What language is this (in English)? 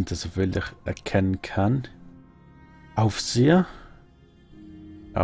German